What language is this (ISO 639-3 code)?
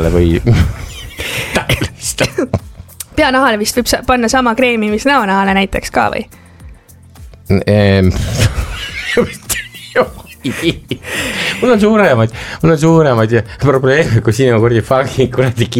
est